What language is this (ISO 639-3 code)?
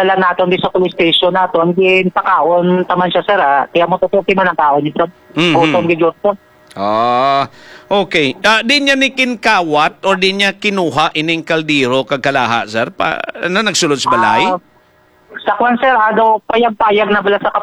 hil